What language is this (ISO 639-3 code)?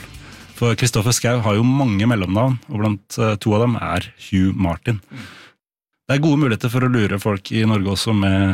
nor